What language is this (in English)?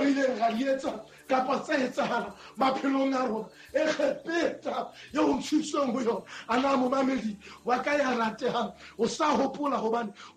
Southern Sotho